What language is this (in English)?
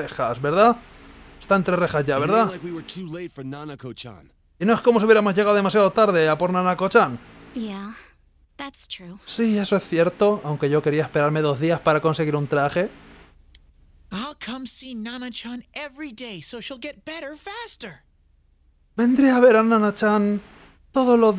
Spanish